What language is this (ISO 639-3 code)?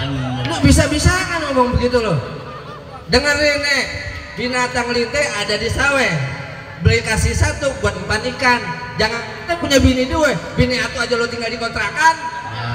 bew